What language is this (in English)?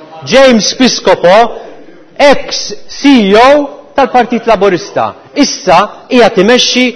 Maltese